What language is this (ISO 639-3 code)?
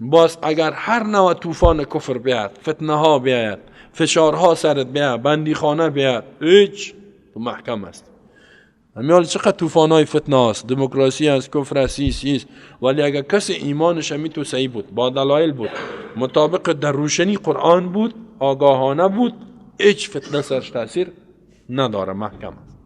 fas